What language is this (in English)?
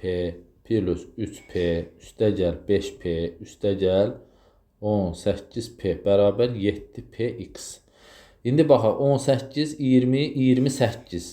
Azerbaijani